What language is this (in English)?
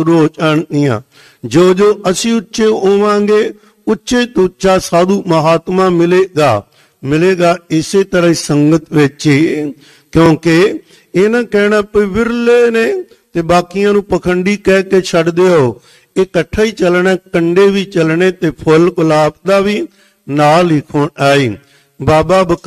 Punjabi